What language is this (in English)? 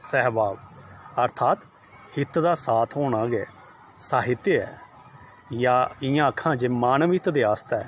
Dogri